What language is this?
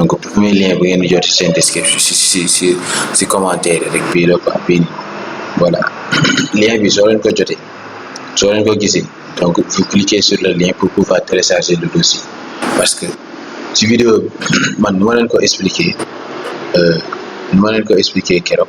Wolof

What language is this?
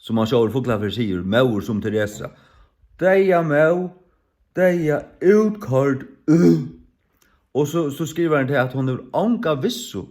Faroese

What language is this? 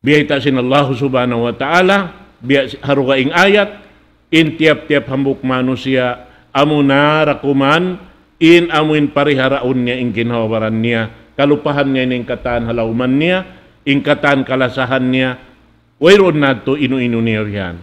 Tausug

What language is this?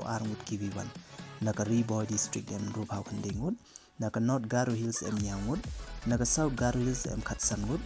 Pnar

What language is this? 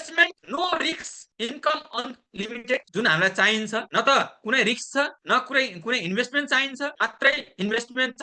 Nepali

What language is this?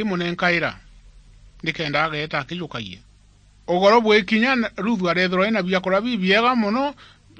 Meru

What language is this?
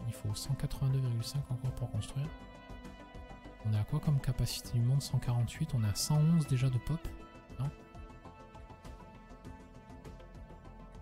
French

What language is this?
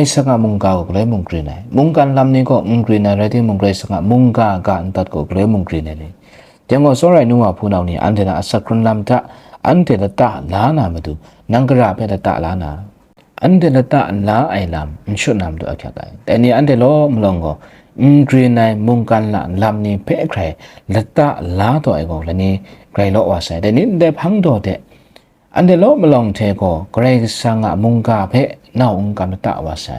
Kachin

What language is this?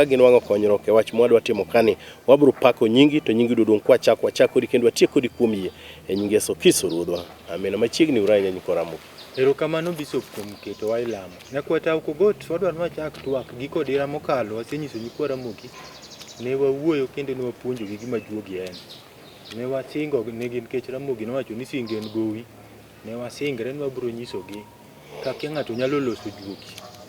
Luo (Kenya and Tanzania)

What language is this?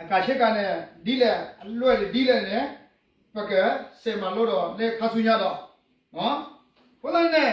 S'gaw Karen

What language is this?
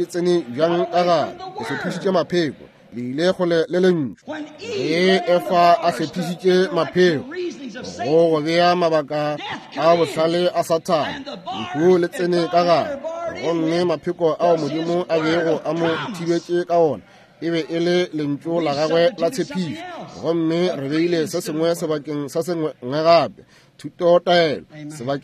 Northern Sotho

